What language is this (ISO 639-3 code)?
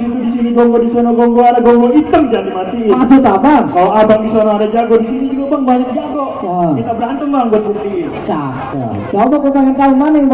bew